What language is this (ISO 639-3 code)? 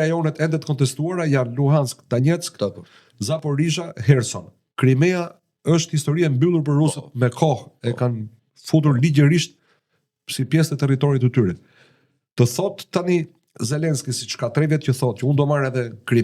sqi